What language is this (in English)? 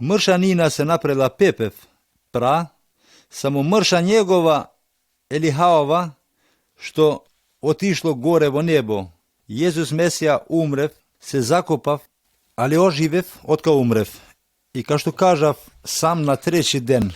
Macedonian